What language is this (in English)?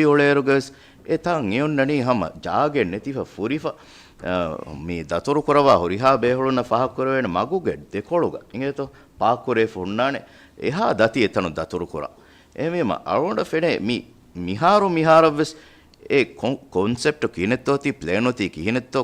Divehi